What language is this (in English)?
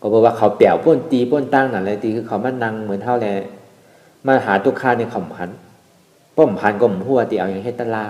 Shan